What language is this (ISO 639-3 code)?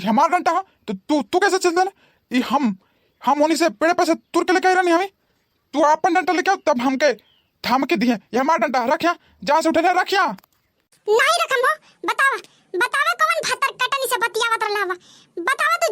bho